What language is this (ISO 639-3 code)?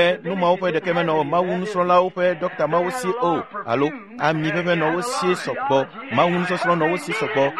ewe